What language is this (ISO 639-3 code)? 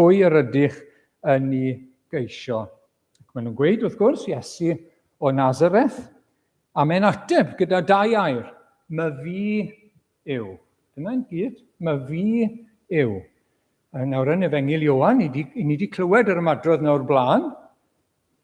cym